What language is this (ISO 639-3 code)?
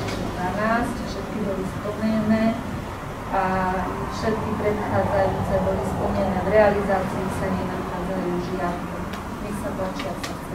slk